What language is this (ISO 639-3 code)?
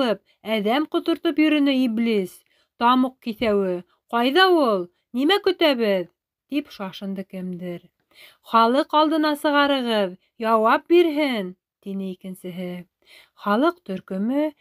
bak